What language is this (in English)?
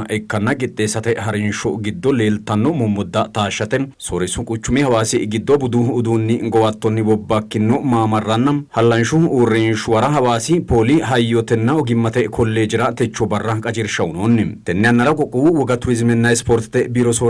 Sidamo